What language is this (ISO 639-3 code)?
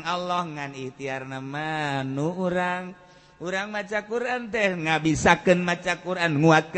sun